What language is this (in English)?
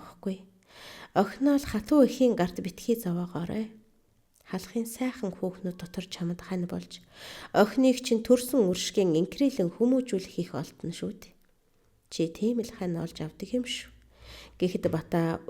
Mongolian